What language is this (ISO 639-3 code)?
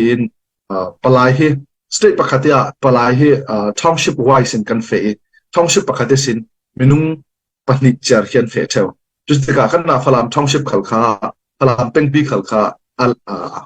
cfm